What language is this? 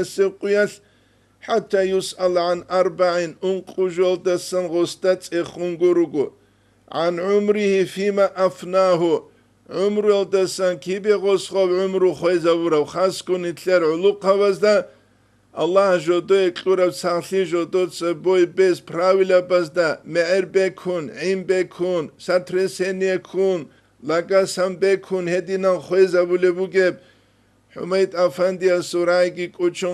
Avaric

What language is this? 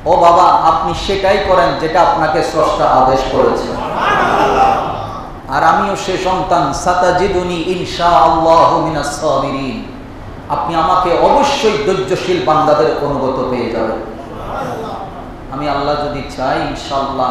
Bangla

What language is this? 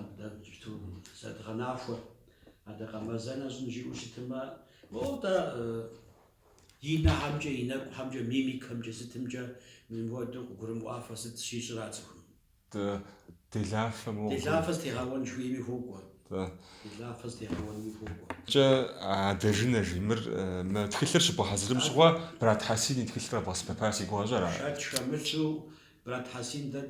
Kabardian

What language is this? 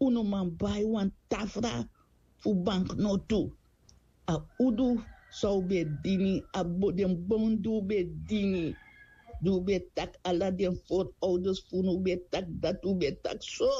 Sranan Tongo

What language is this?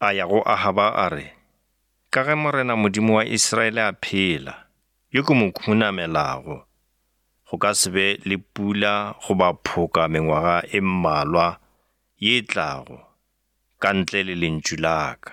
Northern Sotho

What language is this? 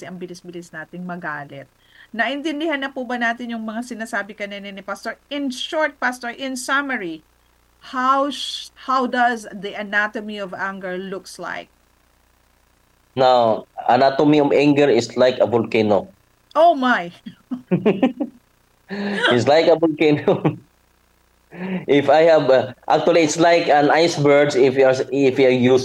Filipino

